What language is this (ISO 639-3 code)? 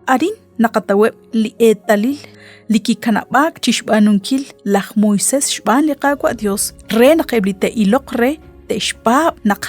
kek